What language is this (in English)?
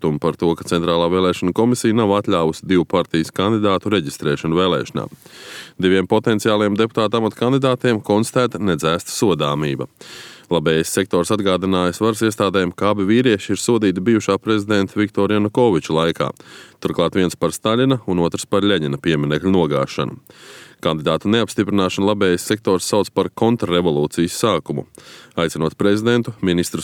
Latvian